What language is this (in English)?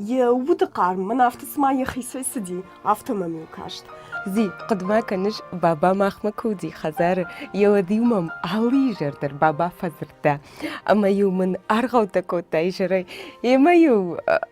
Ossetic